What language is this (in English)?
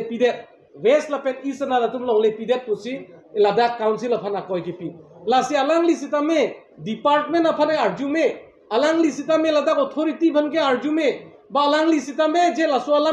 Karbi